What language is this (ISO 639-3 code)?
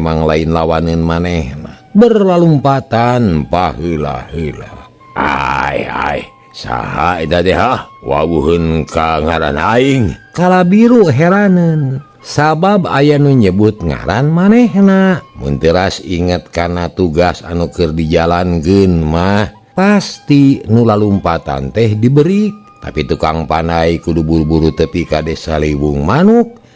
sun